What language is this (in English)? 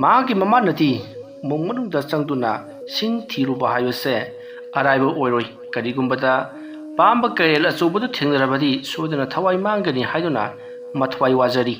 Manipuri